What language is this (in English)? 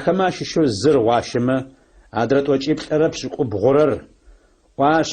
Adyghe